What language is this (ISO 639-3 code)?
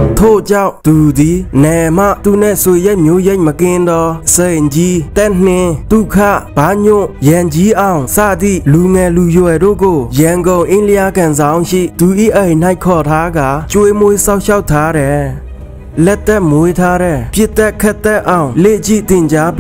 mya